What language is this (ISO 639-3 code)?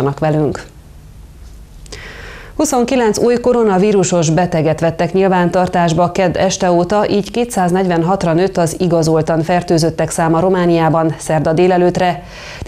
hun